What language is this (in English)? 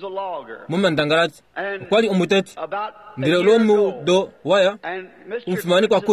Kuanyama